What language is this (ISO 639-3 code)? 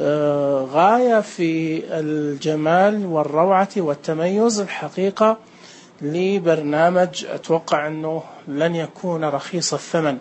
ars